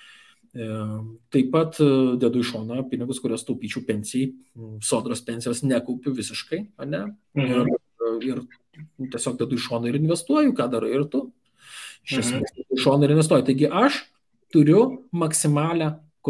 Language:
Lithuanian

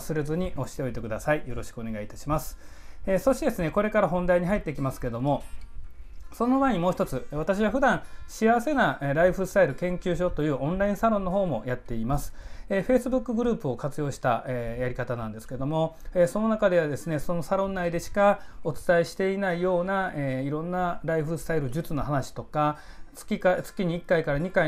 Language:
Japanese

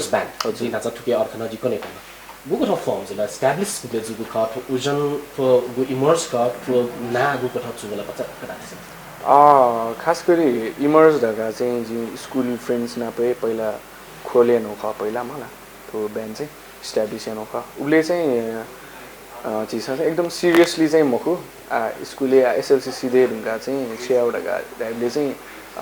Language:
Newari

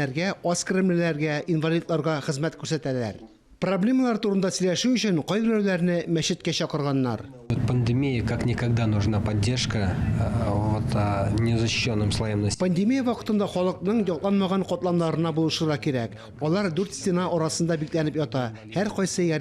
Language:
Tatar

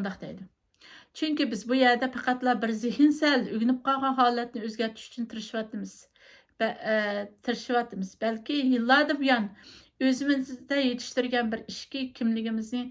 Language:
Uyghur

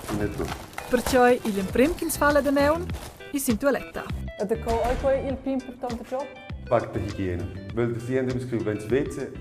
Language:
Romansh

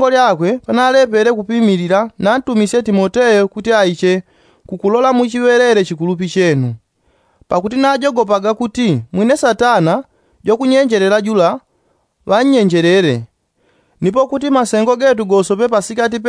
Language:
Yao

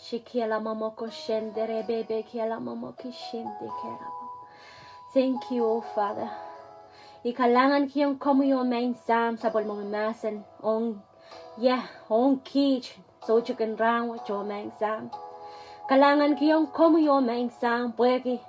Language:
Pohnpeian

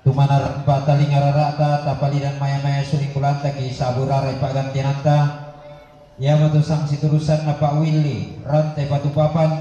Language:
Toraja-Sa'dan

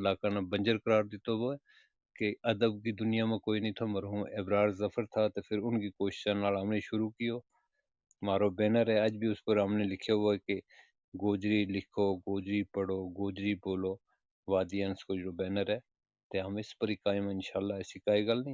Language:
Gujari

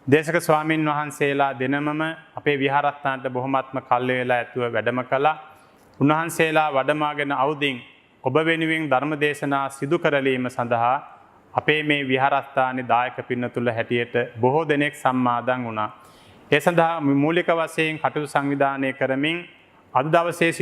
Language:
Sinhala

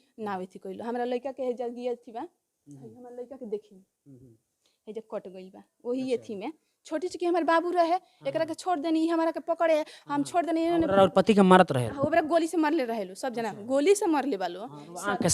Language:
Bhojpuri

